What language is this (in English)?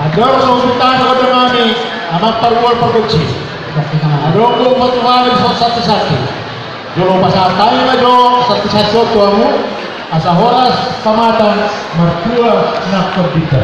Batak Toba